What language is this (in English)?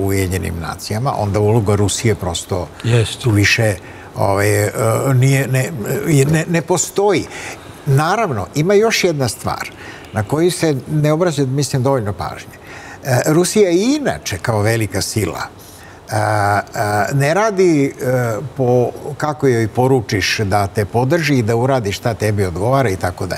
Serbian